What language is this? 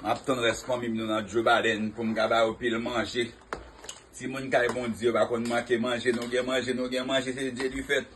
Haitian Creole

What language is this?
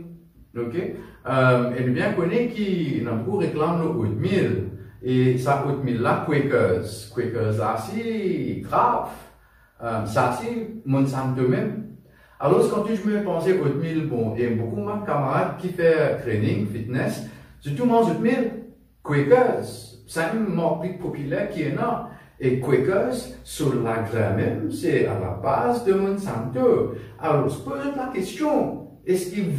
Morisyen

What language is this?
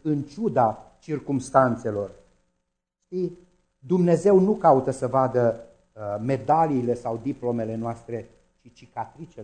Romanian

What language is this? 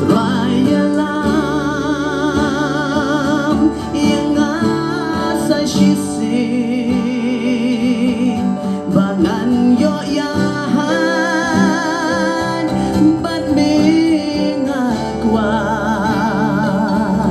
Khasi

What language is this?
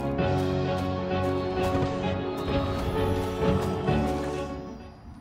Turkish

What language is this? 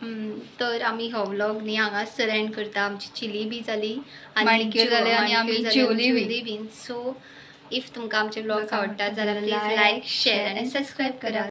Konkani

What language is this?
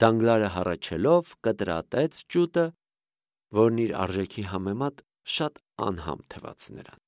Armenian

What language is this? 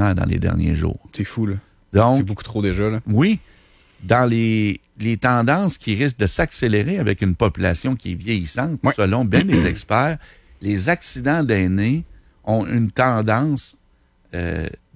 French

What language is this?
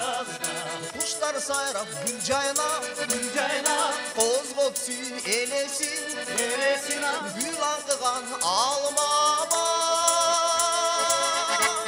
Kyrgyz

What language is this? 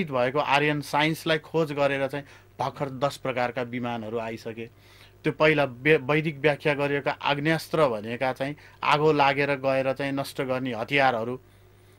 Nepali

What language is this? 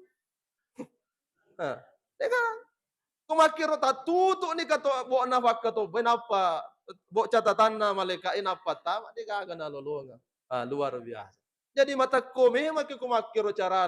Buginese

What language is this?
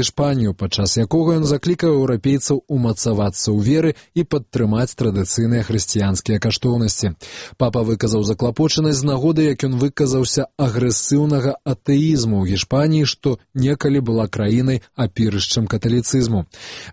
Belarusian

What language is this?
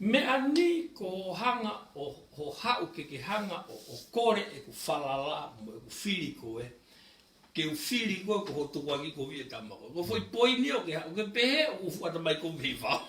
Tongan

